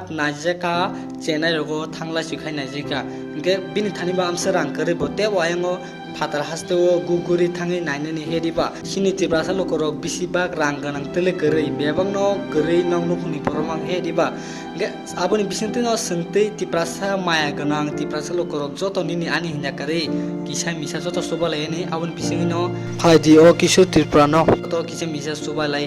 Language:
Kok Borok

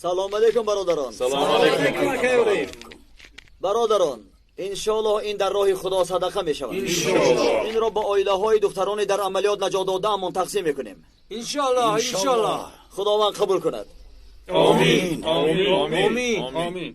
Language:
Tajik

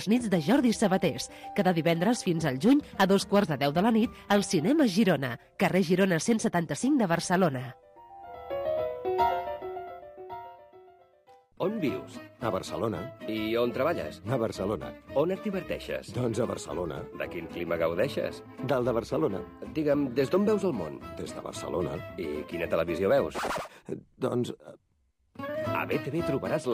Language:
Catalan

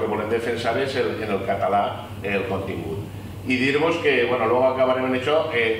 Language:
Catalan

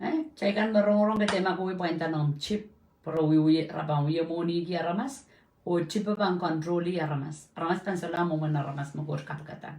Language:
Pohnpeian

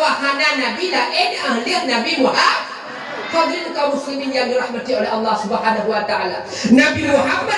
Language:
Achinese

